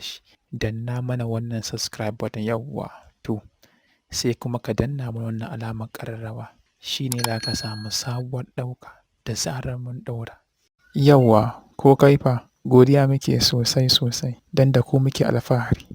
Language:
Hausa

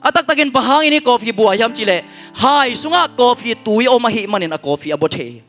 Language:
Tedim Chin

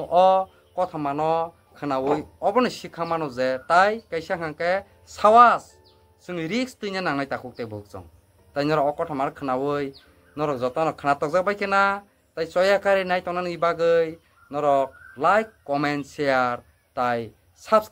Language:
Kok Borok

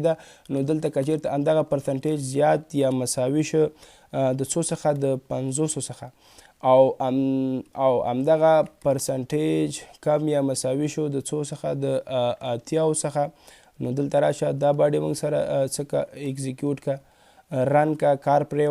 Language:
Pashto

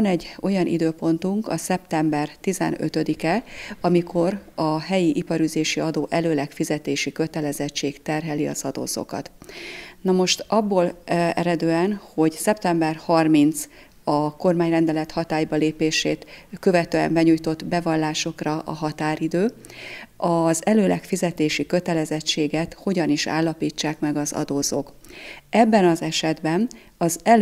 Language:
Hungarian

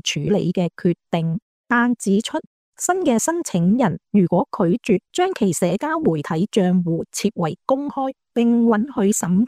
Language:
Cantonese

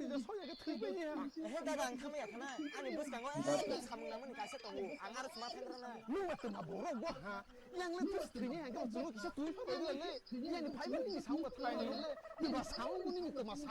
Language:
Kok Borok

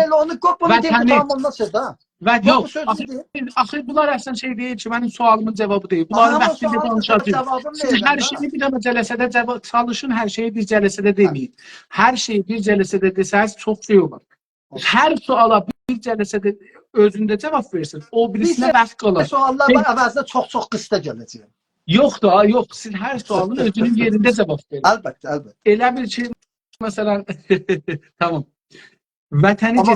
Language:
South Azerbaijani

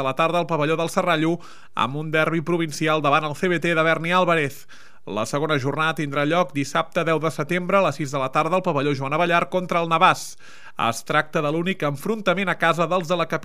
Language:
Catalan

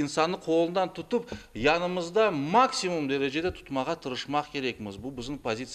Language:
Crimean Tatar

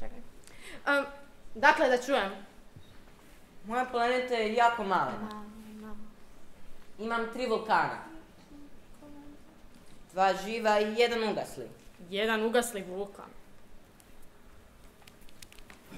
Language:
Croatian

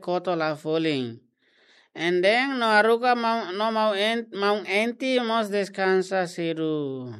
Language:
Tetum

